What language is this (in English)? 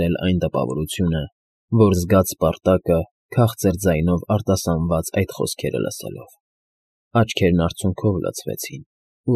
Armenian